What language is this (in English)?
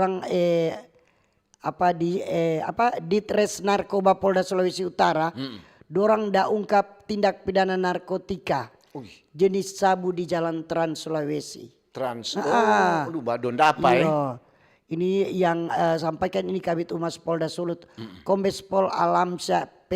Manado Malay